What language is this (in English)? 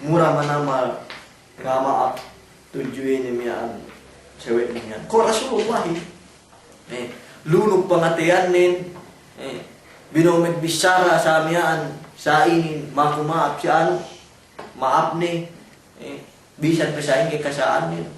Yakan